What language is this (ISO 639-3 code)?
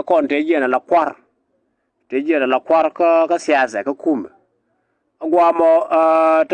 nus